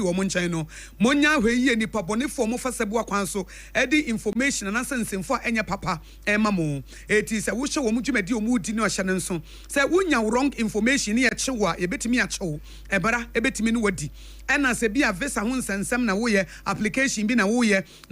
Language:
Akan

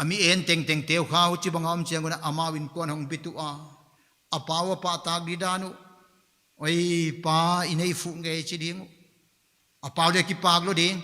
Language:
Paite Chin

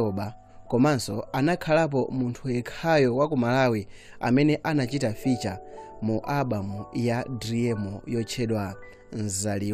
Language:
Nyanja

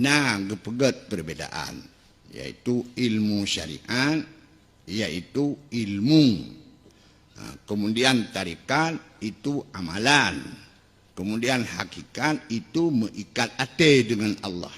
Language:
Achinese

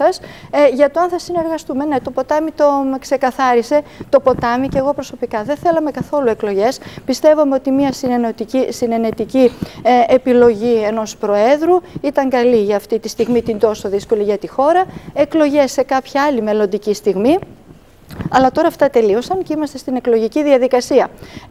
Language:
Greek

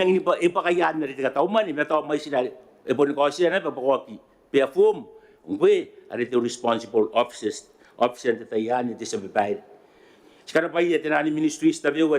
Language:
Gilbertese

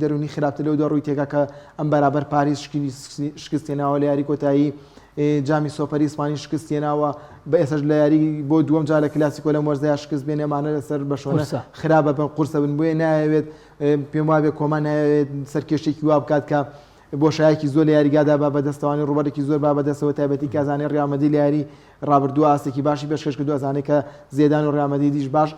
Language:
Central Kurdish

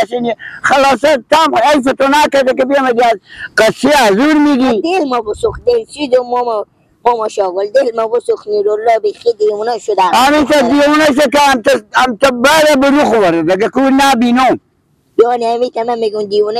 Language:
Persian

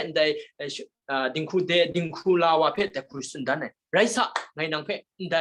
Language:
Kachin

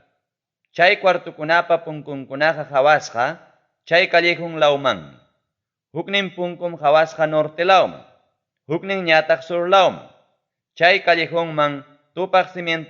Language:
Ayacucho Quechua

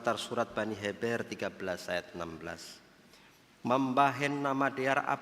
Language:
Batak Simalungun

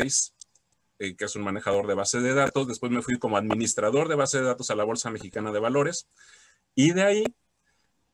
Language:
Spanish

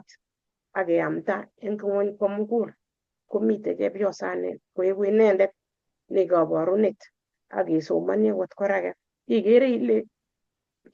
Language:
Kalenjin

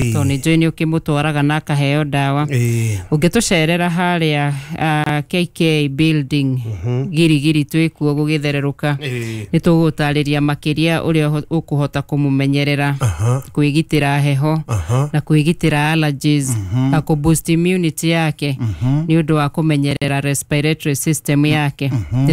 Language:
Kikuyu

